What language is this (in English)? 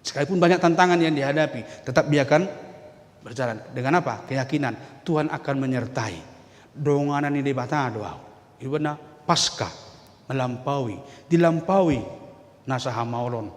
Batak Toba